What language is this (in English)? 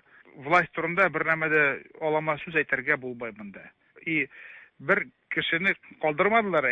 Tatar